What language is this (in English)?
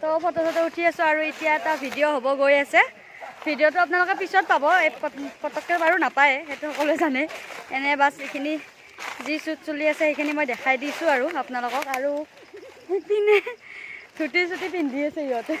Assamese